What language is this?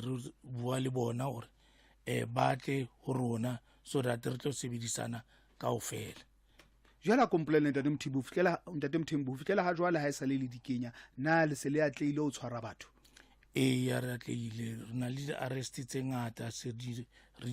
Southern Sotho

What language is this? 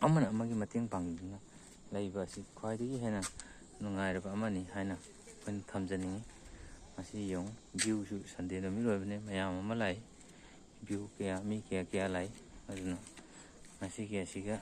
Manipuri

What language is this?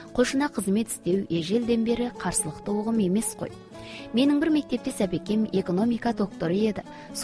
Kazakh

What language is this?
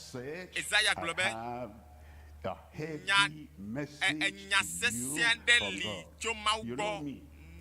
Ewe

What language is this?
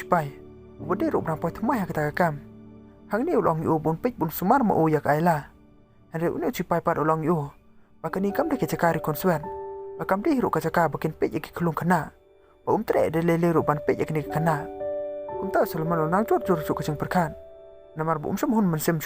Khasi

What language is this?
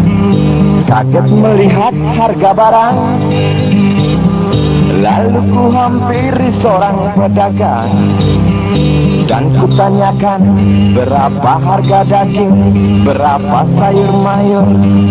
Indonesian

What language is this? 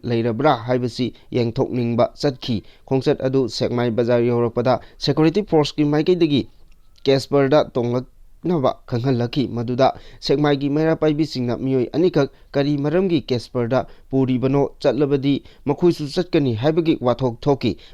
Manipuri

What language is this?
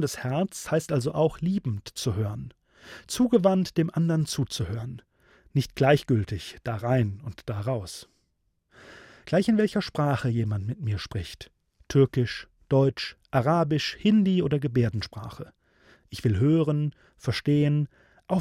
German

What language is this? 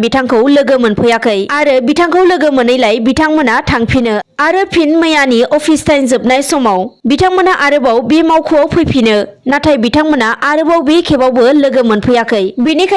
Bodo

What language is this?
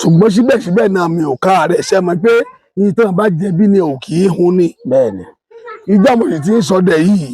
Yoruba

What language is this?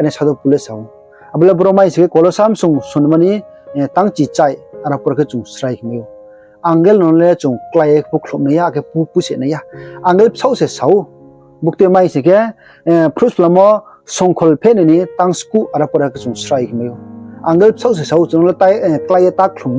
Riang (India)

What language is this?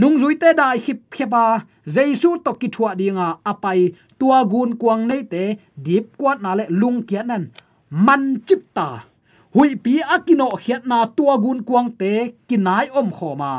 Tedim Chin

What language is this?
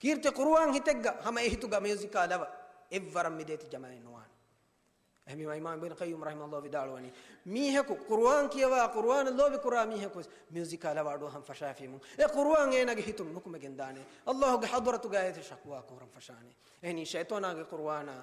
Divehi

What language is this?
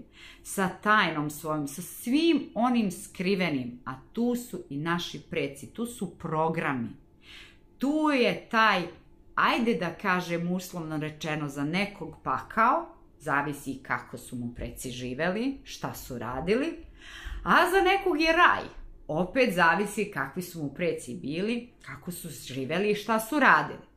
Serbian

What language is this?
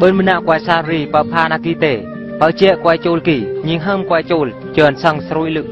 Eastern Bru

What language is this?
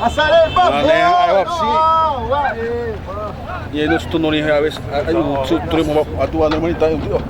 Xavánte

